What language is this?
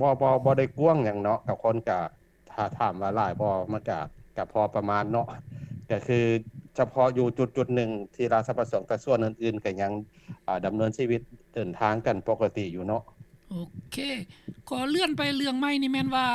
Lao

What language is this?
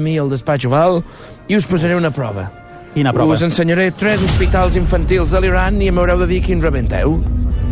Catalan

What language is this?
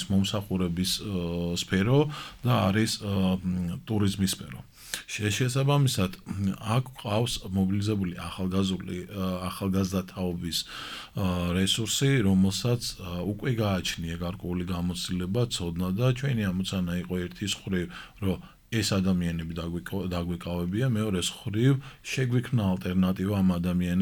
Georgian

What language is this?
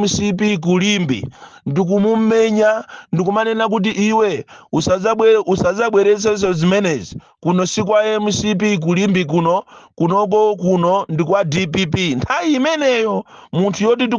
Nyanja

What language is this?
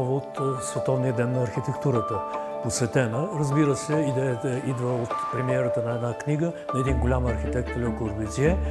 Bulgarian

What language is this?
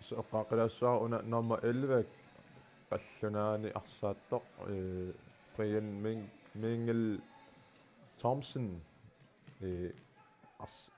Kalaallisut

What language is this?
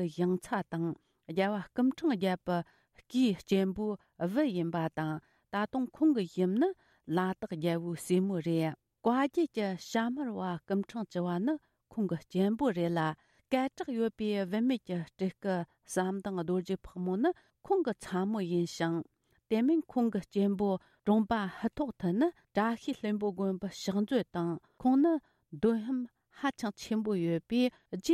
Tibetan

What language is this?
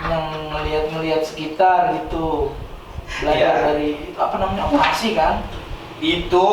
Betawi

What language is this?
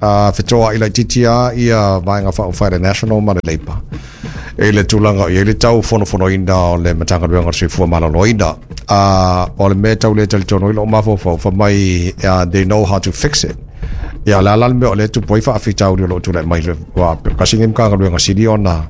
Samoan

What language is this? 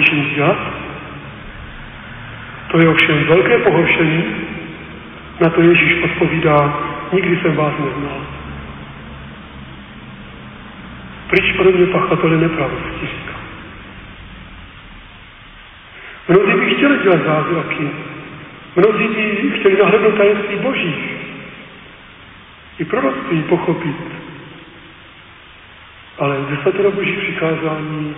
Czech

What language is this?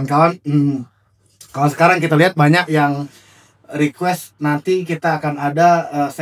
Musi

